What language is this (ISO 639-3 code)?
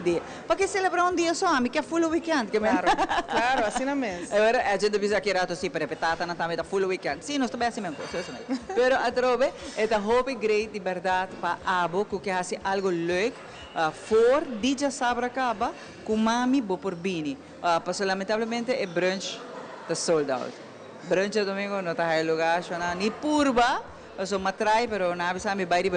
pap